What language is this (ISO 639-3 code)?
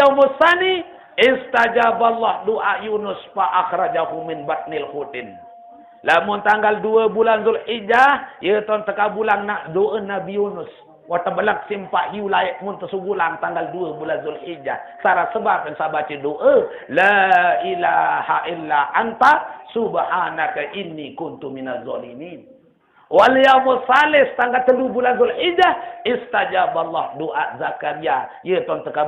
sas